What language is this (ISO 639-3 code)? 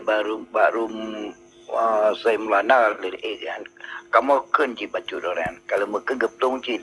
ace